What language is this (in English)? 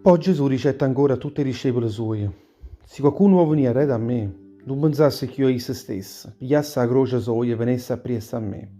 Neapolitan